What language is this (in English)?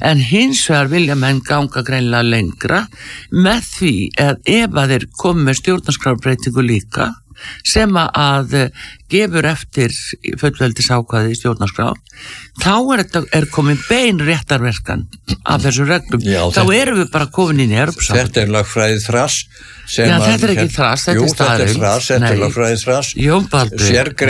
Icelandic